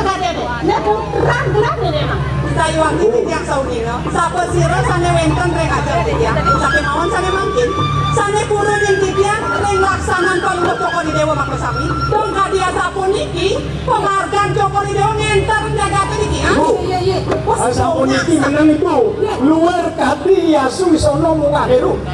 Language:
Balinese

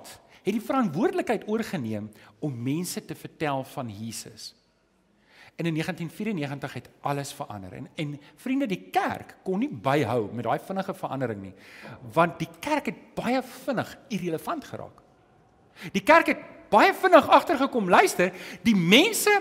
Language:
Afrikaans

